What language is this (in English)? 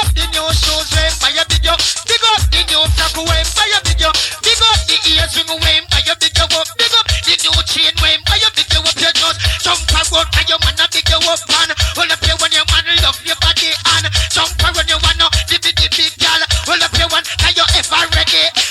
Jamaican Creole English